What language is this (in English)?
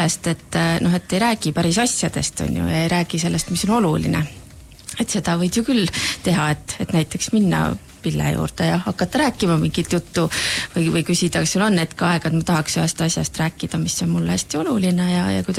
Estonian